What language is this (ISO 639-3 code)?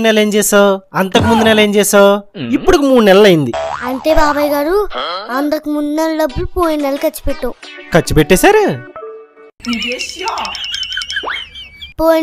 tel